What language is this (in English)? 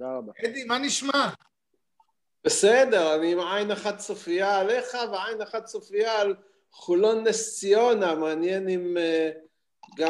Hebrew